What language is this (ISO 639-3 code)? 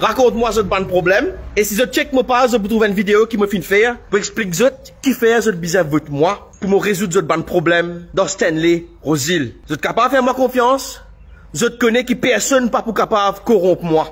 mfe